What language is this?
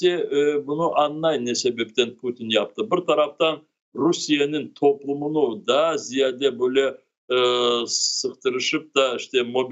Crimean Tatar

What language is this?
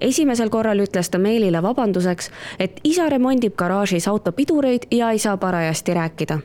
Estonian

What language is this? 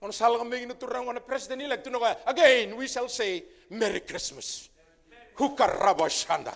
Fijian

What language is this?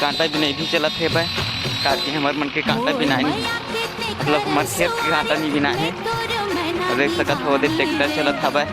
Chhattisgarhi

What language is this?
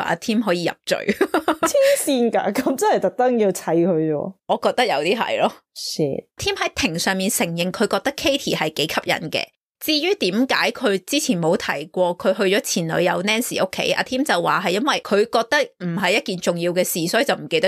Cantonese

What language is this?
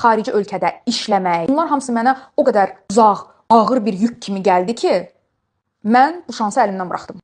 Azerbaijani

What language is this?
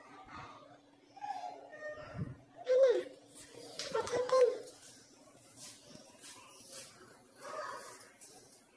Filipino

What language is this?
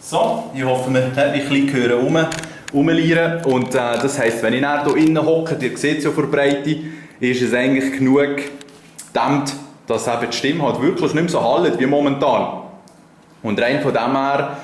Swiss German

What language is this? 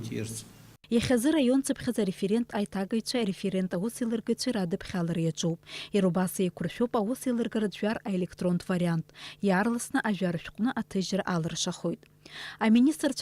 Abkhazian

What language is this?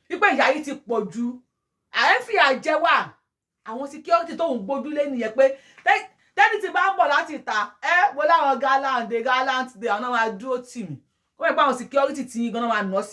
Yoruba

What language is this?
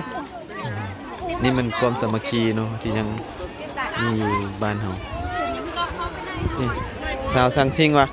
Lao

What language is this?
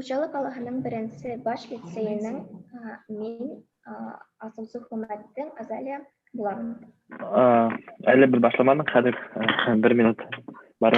Bashkir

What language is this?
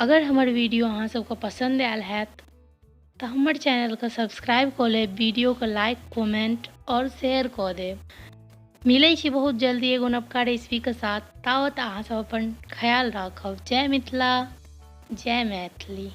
Maithili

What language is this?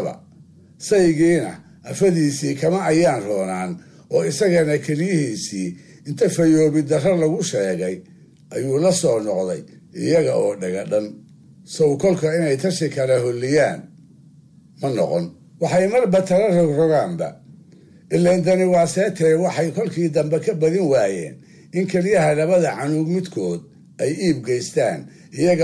Somali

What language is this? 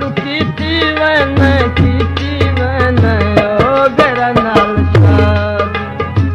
Saraiki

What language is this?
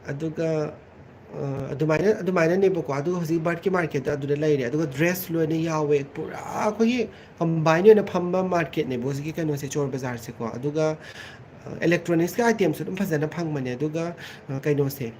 Manipuri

